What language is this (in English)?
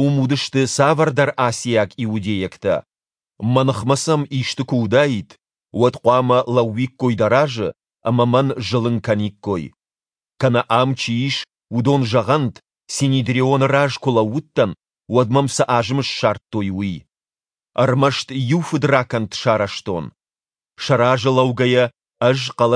Ossetic